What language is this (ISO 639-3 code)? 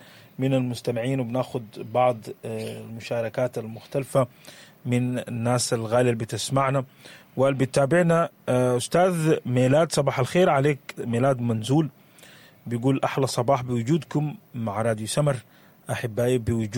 apd